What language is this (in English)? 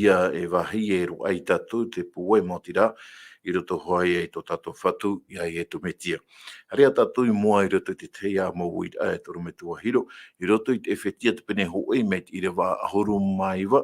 Tahitian